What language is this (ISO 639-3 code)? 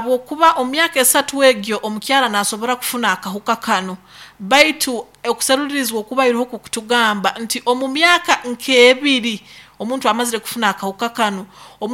nyo